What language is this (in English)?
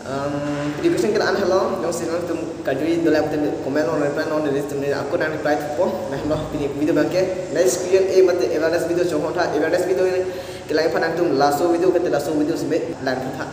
Karbi